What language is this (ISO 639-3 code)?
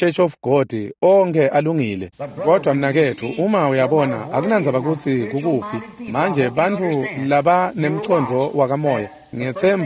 ssw